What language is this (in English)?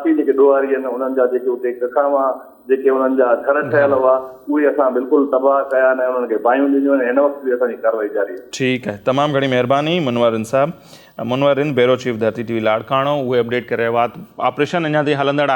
Sindhi